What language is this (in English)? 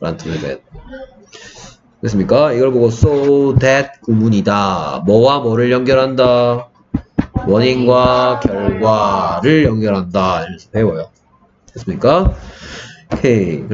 Korean